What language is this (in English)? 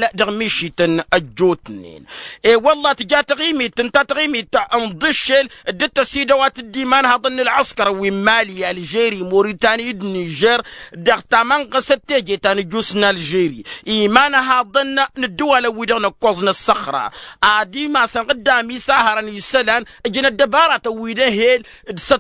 Tamasheq